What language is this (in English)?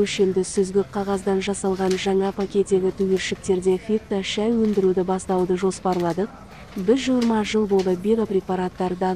Kazakh